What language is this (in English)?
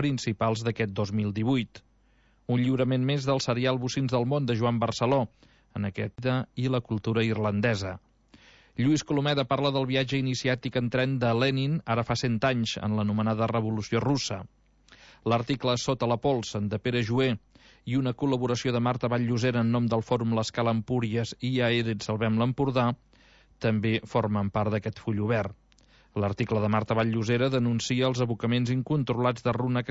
Catalan